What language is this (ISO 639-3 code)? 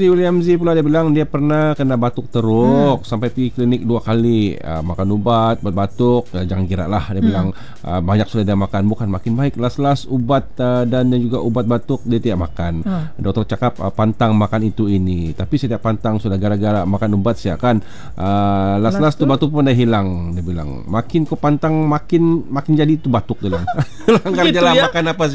msa